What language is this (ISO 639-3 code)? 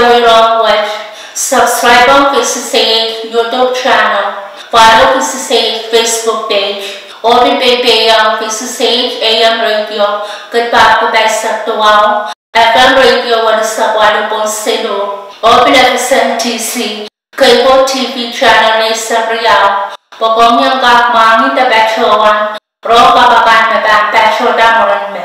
pon